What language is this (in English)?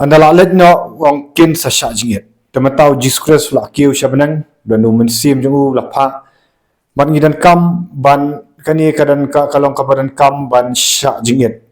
Khasi